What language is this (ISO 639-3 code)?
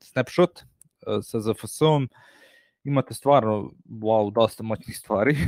srp